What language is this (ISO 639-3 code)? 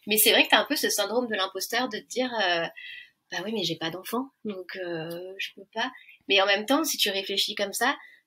fra